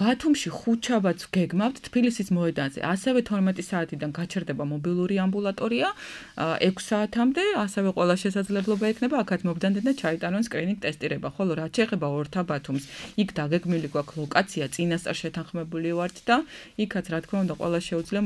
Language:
Georgian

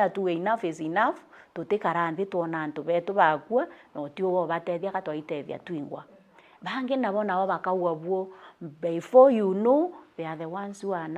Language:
Meru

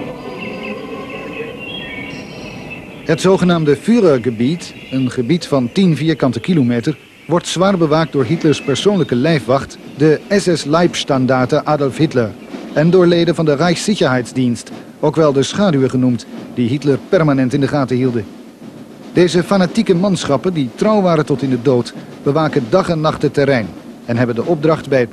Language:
Dutch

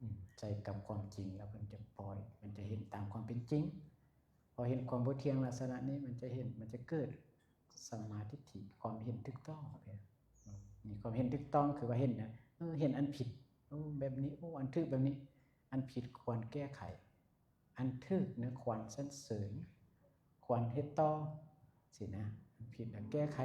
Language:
Lao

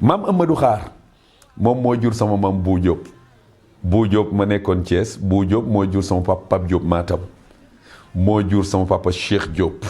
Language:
Wolof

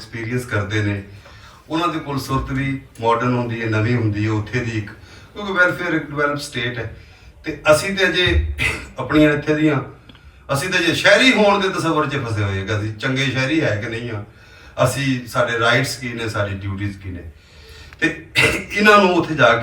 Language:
Western Panjabi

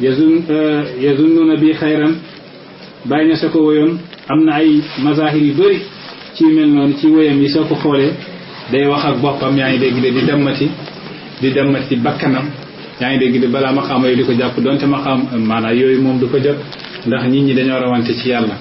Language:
Wolof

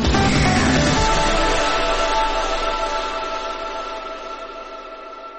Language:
Persian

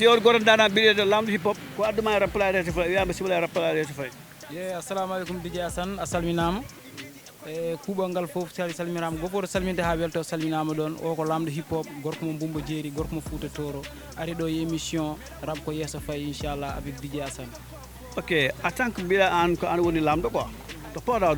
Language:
Fula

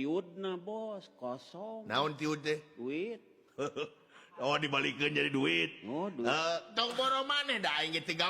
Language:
Sundanese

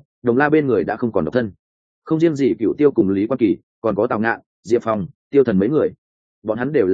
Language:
Vietnamese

